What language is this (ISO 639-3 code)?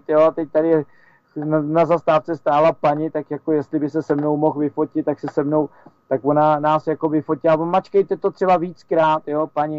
ces